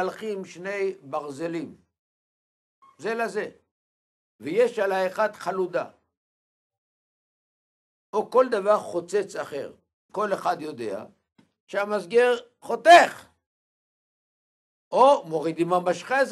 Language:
Hebrew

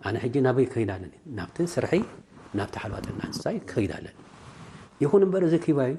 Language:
Tigrinya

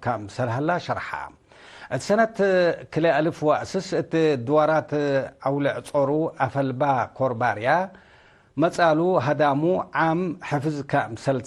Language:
Tigre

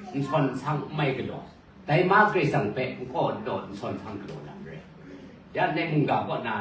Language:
Kachin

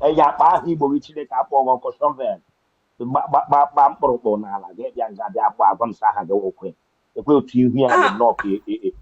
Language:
Igbo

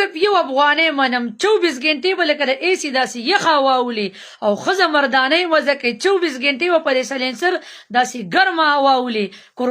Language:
Pashto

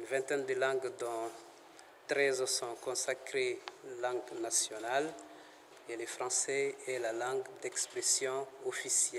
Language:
Bambara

